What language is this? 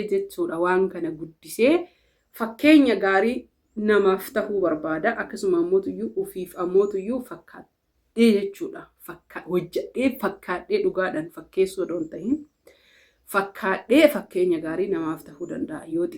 Oromo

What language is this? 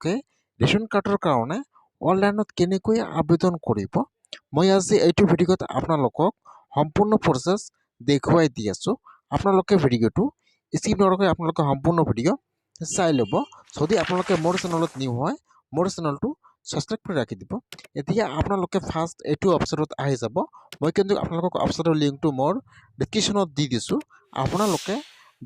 Assamese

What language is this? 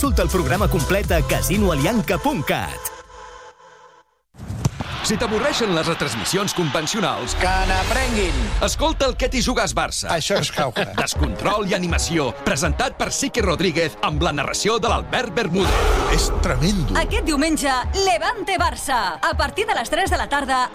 Catalan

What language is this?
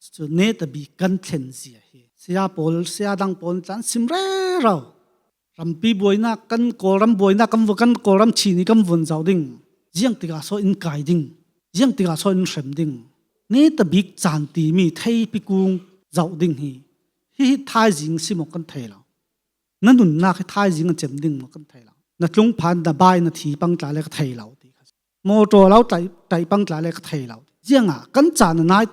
Falam Chin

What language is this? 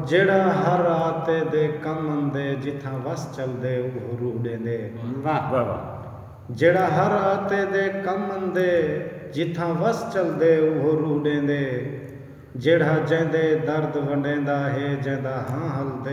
Saraiki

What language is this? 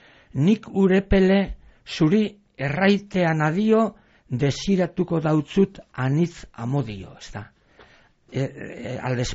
Basque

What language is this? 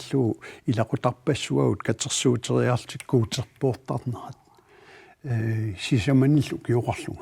Kalaallisut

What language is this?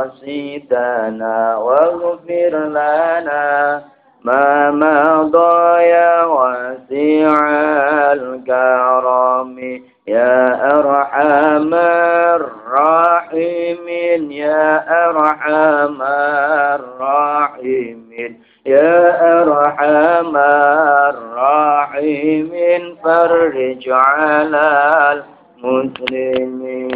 Javanese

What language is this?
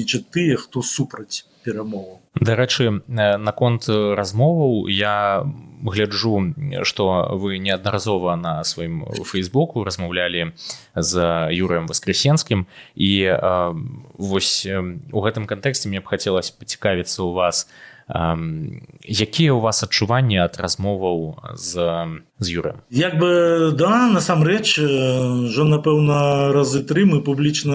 Belarusian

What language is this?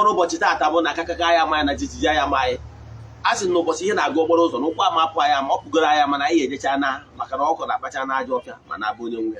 Igbo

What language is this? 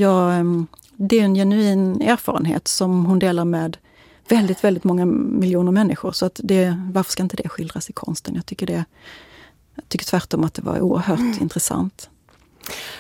Swedish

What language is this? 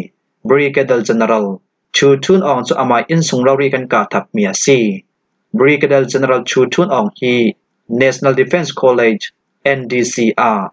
Hakha Chin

